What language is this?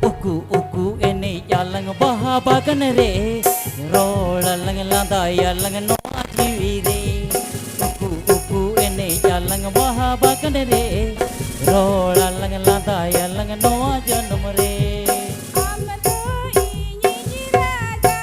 Santali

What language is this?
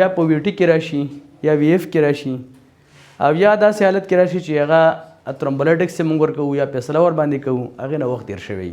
Pashto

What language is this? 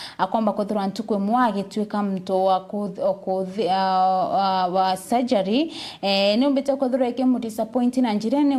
Meru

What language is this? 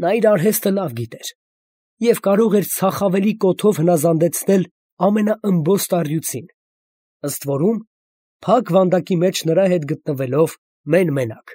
Armenian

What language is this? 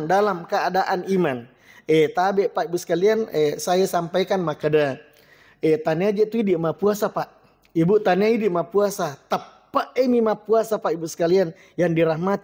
Buginese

